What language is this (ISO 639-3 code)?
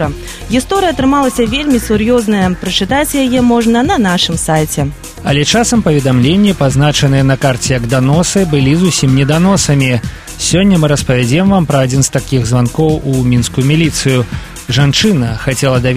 bel